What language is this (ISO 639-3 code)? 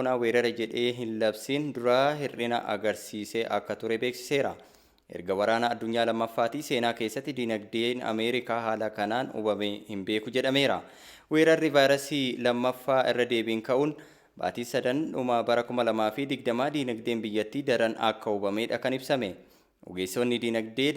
orm